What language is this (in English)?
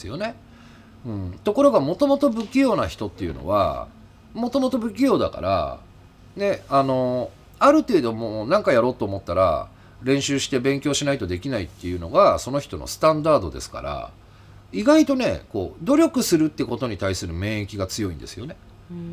Japanese